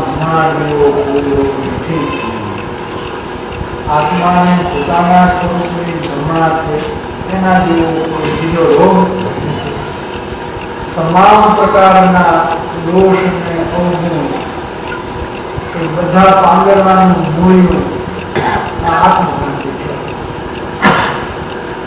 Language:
Gujarati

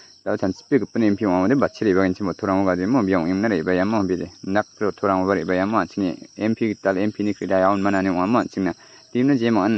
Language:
Garo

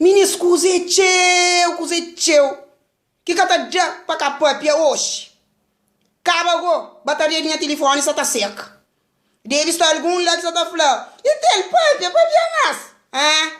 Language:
Kabuverdianu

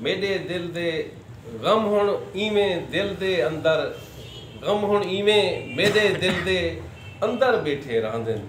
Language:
Saraiki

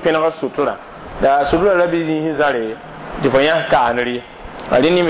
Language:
Mossi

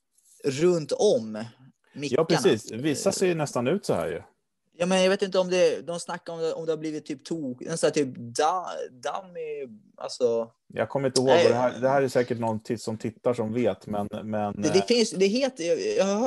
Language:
Swedish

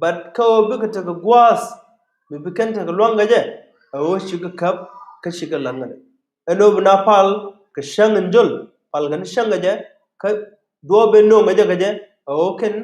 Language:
Nuer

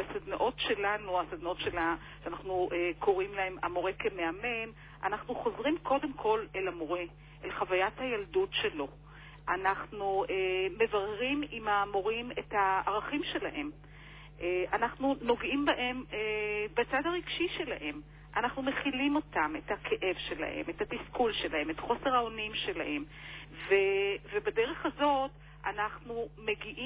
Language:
Hebrew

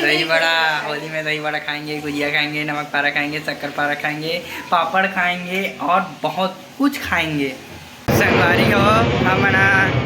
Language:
Chhattisgarhi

